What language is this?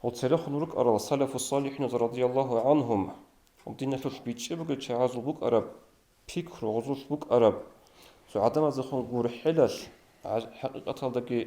Avaric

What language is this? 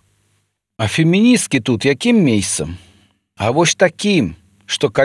Belarusian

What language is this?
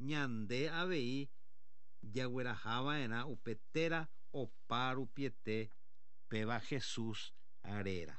Guarani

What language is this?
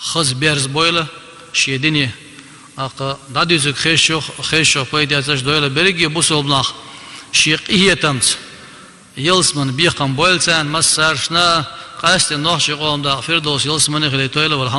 Chechen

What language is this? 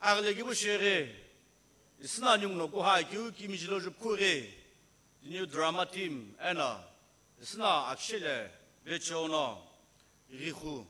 Sumi Naga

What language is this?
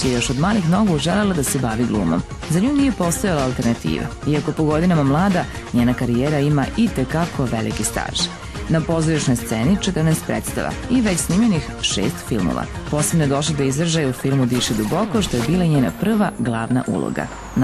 Serbian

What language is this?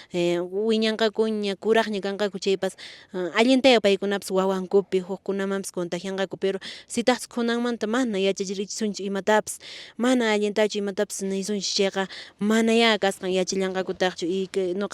Quechua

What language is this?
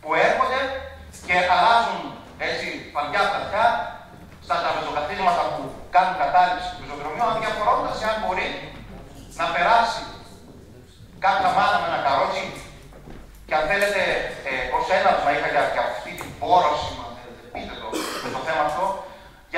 Greek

